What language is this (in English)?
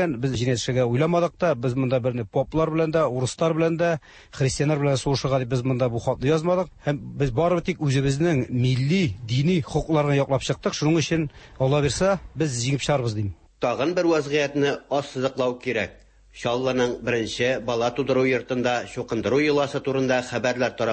Tatar